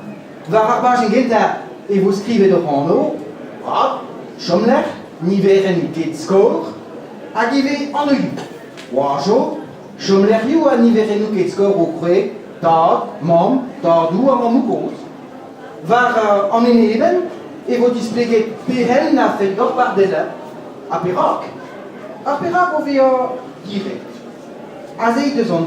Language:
Breton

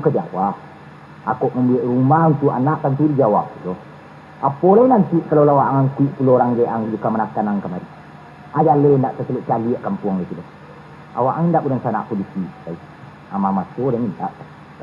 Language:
Minangkabau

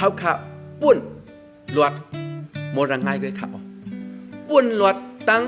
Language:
Shan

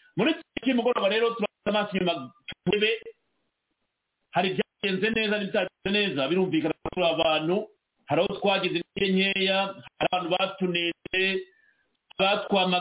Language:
Kinyarwanda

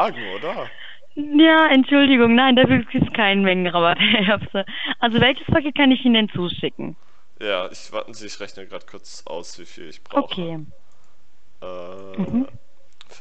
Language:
German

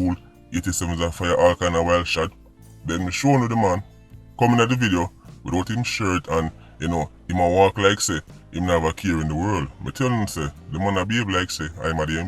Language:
Jamaican Creole English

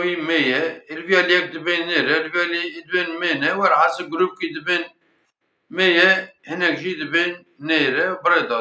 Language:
Kurdish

